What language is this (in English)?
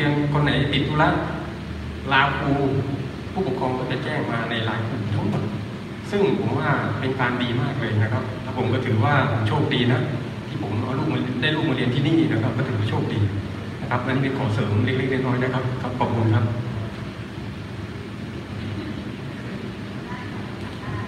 Thai